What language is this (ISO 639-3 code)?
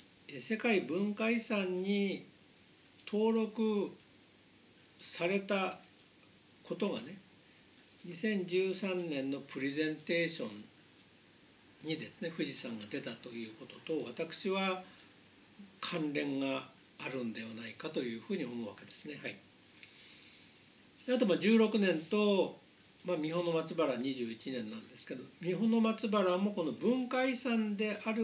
jpn